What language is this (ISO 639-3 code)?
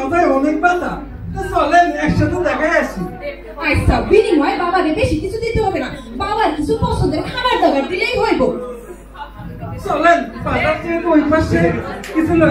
ben